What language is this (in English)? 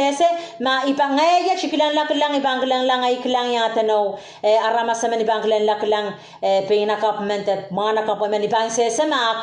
Pohnpeian